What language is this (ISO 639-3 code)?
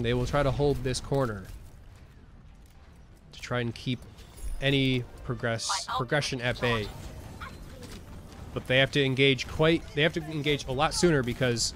eng